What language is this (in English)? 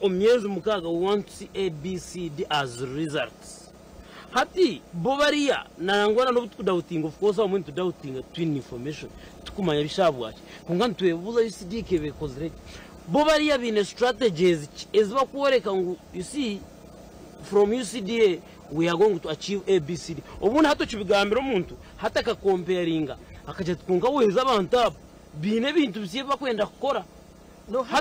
Nyankole